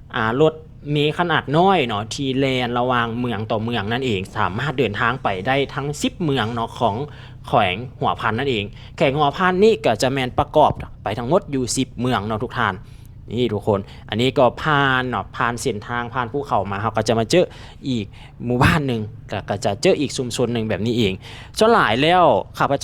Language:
Lao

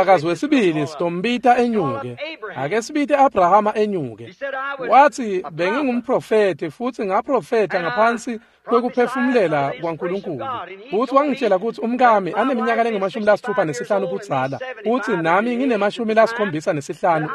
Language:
Swati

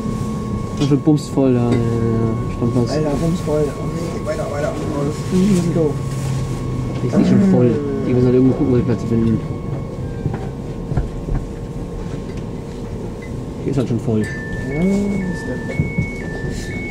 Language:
German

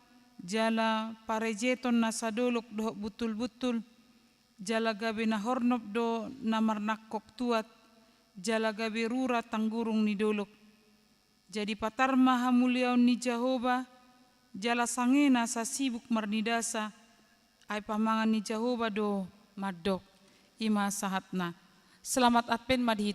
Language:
Batak Toba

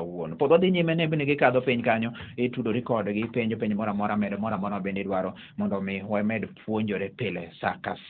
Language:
Luo (Kenya and Tanzania)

